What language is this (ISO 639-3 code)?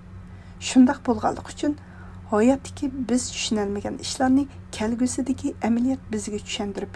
uig